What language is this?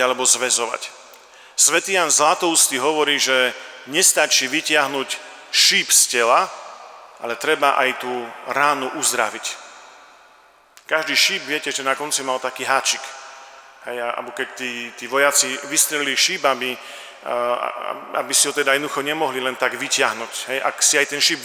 Slovak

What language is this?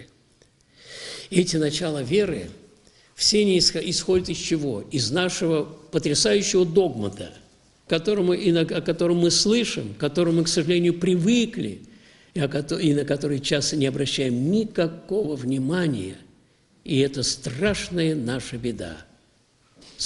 Russian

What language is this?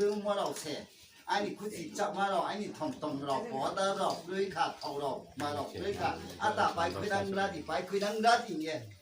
Riang (India)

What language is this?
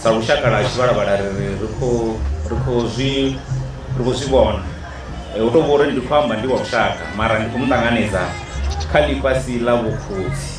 Venda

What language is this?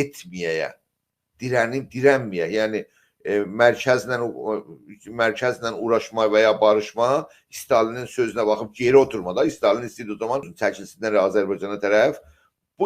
South Azerbaijani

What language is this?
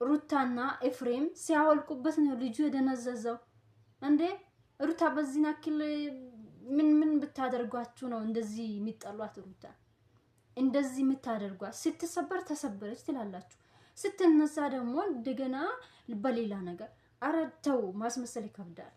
Amharic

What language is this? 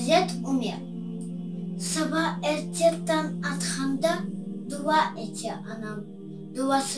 Crimean Tatar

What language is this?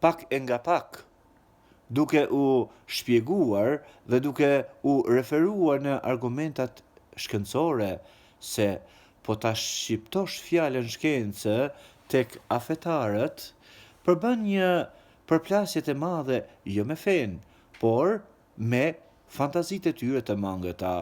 Albanian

